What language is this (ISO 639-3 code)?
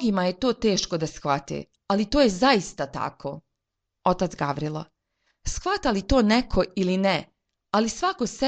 srp